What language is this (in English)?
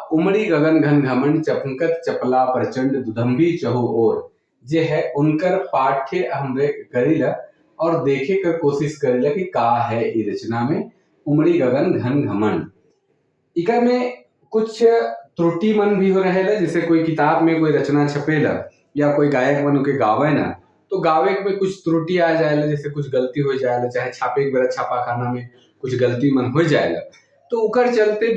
Sadri